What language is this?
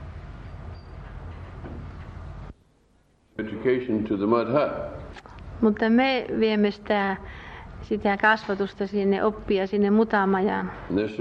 Finnish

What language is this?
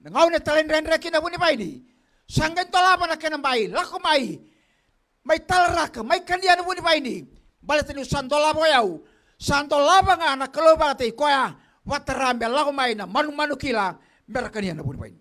Fijian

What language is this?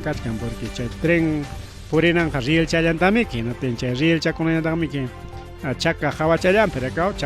Ayacucho Quechua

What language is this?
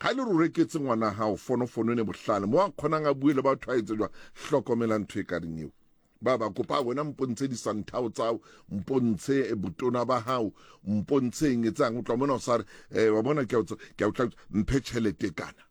Southern Sotho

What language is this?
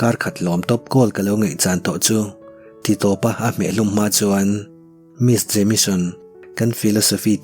Mizo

